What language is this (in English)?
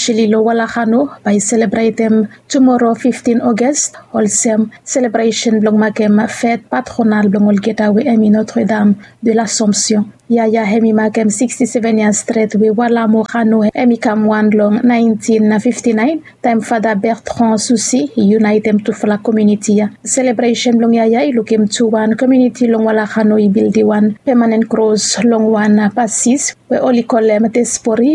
Bislama